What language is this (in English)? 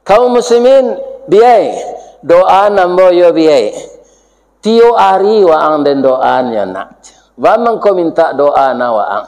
Minangkabau